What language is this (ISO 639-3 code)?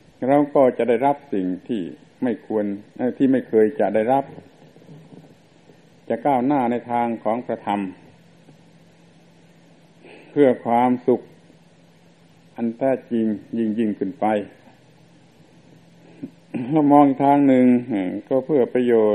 tha